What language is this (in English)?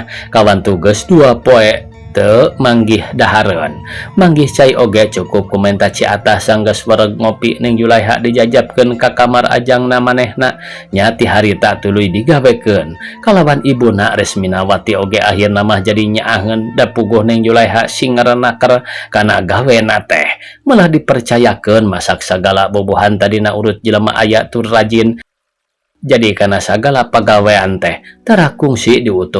Sundanese